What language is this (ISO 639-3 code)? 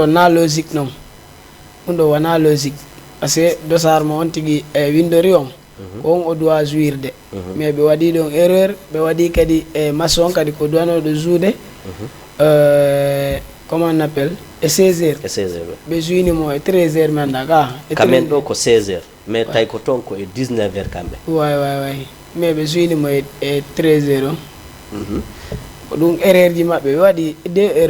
ful